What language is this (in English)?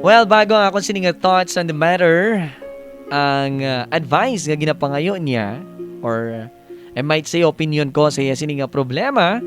Hiligaynon